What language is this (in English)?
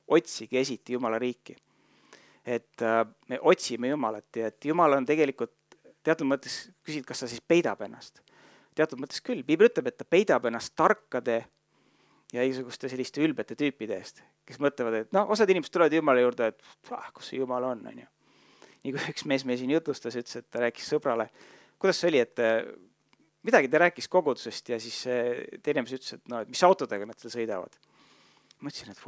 Estonian